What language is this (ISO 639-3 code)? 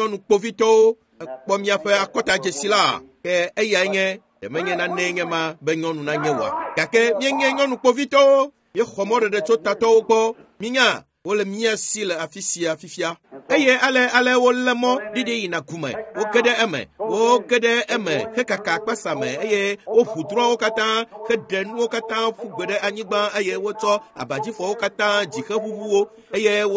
ewe